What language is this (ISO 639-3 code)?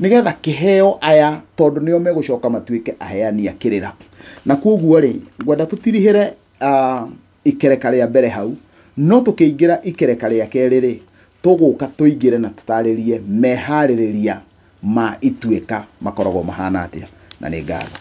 kik